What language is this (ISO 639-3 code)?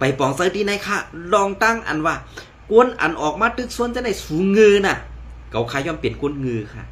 shn